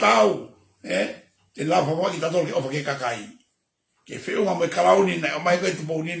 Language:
Tongan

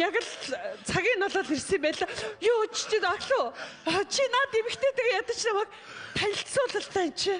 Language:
Mongolian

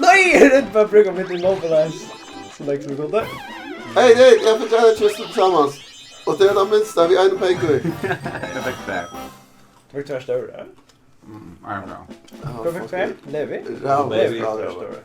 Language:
Faroese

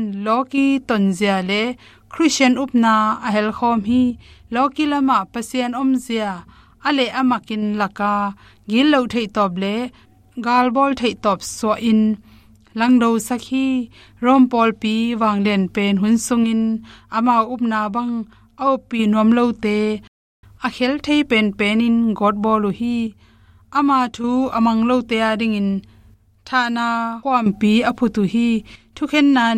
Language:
Tedim Chin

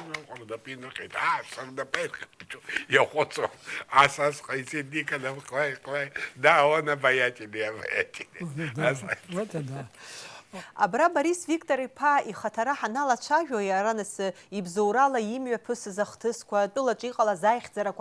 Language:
Abkhazian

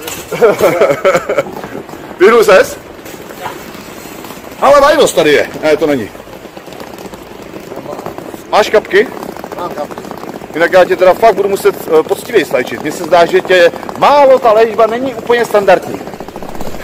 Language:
Czech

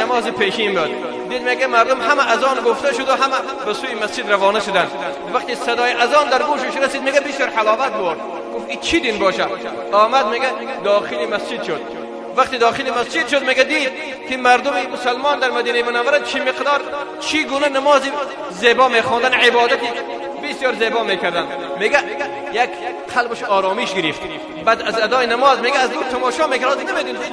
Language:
Persian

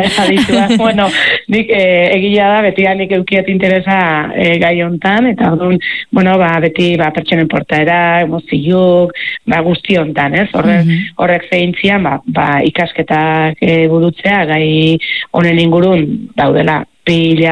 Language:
Basque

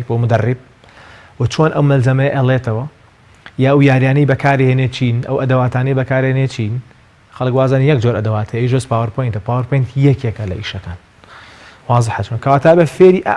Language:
Central Kurdish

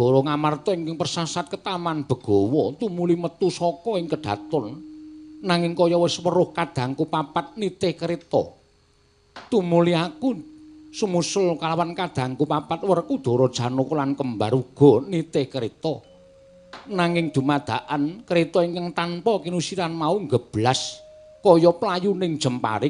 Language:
Javanese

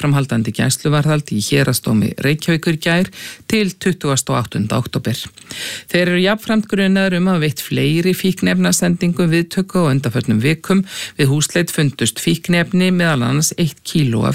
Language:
Icelandic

